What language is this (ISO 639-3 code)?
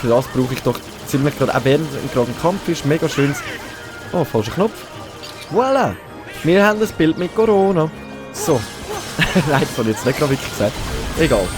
gsw